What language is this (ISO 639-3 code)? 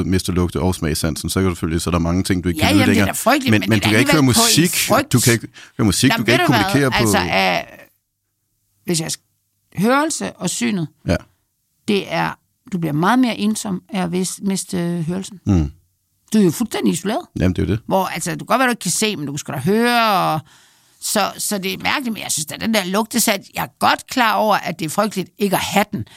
dan